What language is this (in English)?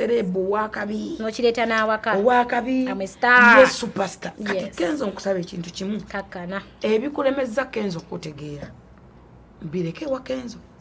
Ganda